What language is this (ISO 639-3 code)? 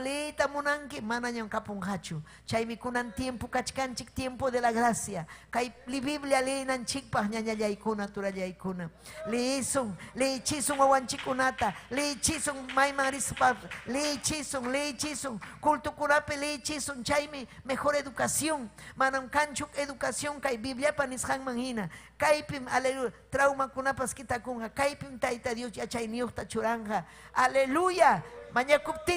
quy